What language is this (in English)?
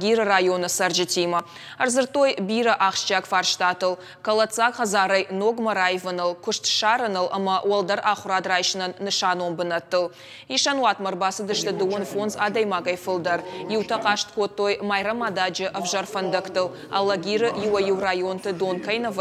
Ossetic